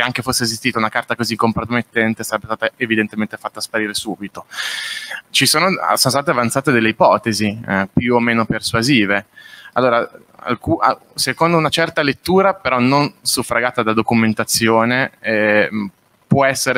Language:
Italian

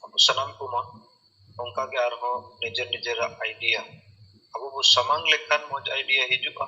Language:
Santali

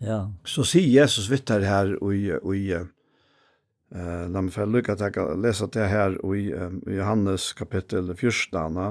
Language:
Faroese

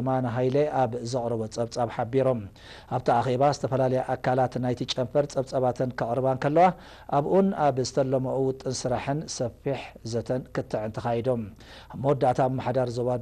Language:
Tigrinya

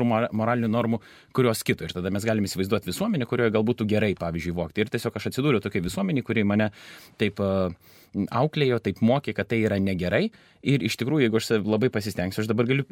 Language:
Lithuanian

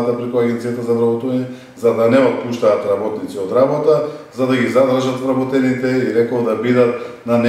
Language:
Macedonian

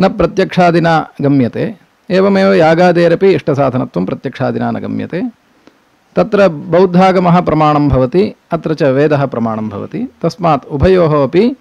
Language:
Sanskrit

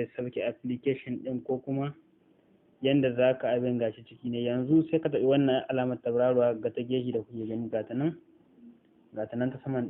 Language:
Hausa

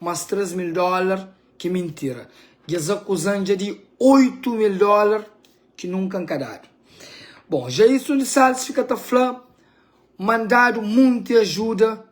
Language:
Kabuverdianu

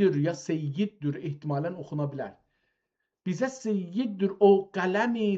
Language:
South Azerbaijani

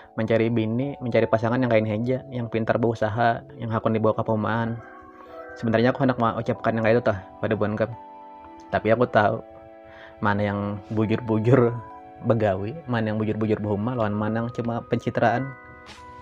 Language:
Banjar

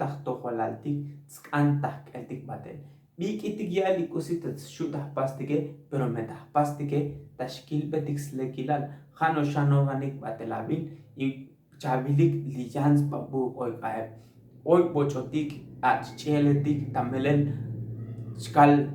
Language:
Tzotzil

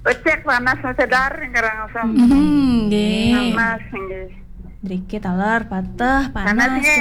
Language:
Balinese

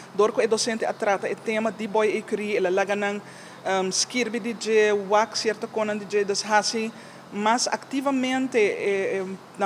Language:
Papiamento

